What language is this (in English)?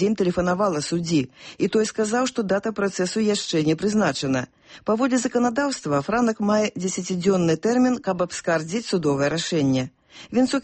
Belarusian